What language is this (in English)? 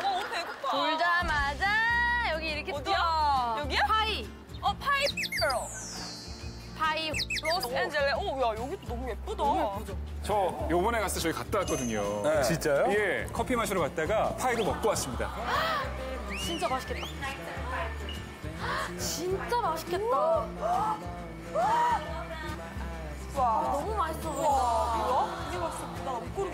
Korean